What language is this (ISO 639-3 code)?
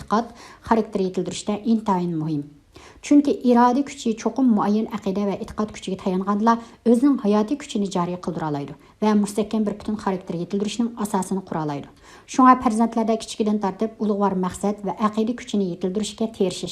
uig